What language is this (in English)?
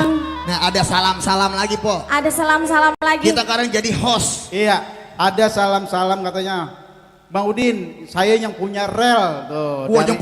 Betawi